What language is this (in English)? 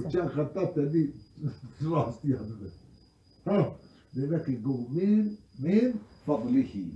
Kurdish